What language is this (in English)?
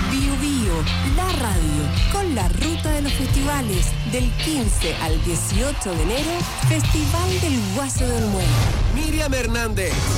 Spanish